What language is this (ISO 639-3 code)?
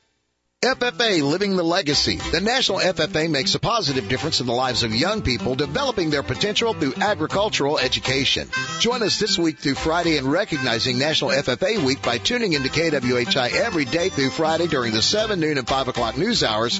eng